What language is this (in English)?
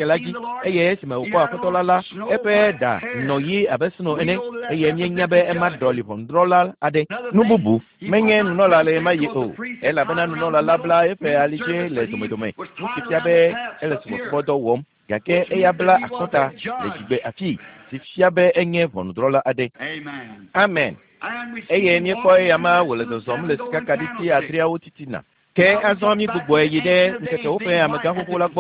Ewe